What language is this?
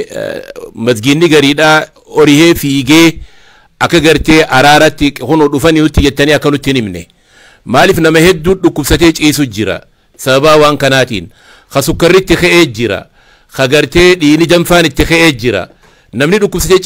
Oromo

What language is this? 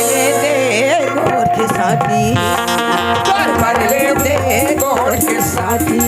Chhattisgarhi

